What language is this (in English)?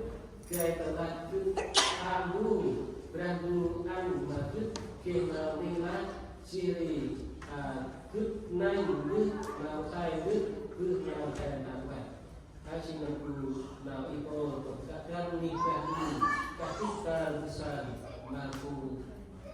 Central Mnong